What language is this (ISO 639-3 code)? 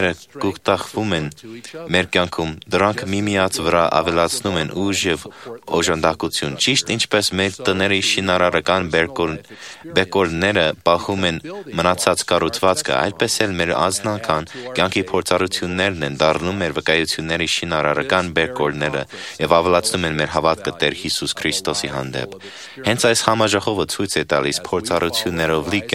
hye